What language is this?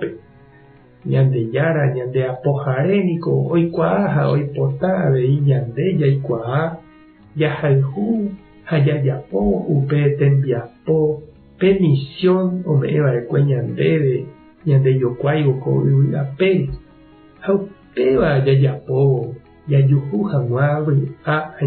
Guarani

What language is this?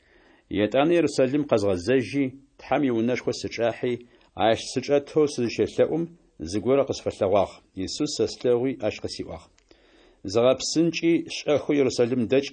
Adyghe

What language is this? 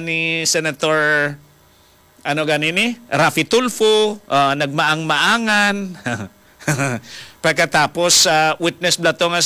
Hiligaynon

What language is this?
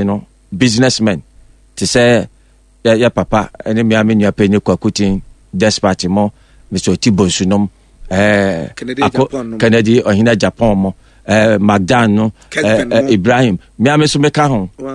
Akan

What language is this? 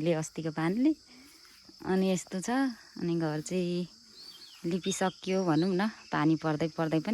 Nepali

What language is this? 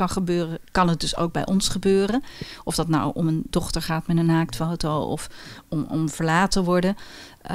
Dutch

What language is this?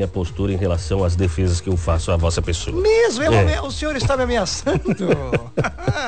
Portuguese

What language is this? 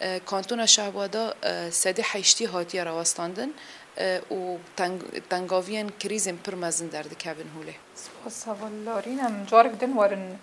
Kurdish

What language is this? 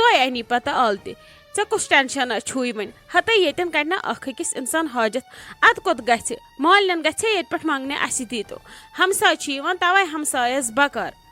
Kashmiri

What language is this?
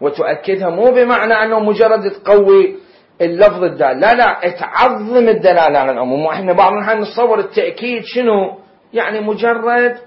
Mesopotamian Arabic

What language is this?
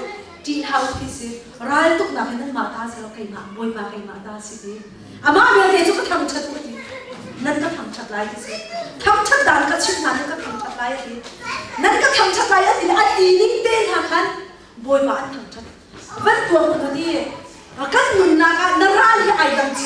Hakha Chin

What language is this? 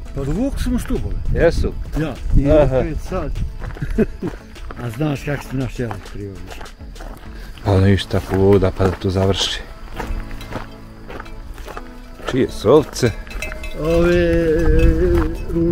Bosnian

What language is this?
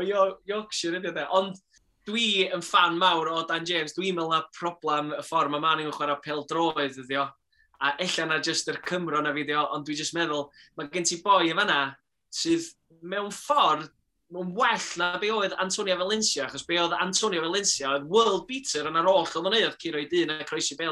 Welsh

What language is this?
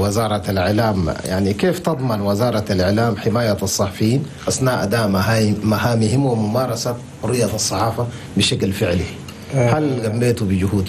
Chadian Arabic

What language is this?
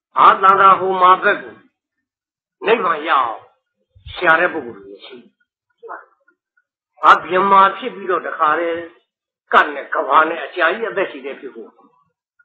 Burmese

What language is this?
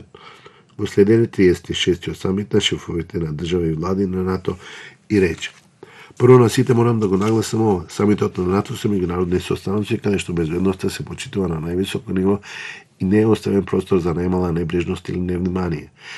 Macedonian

